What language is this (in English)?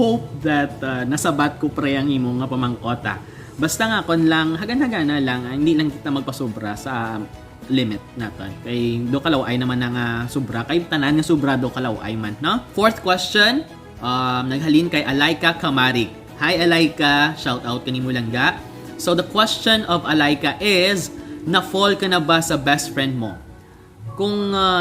Hiligaynon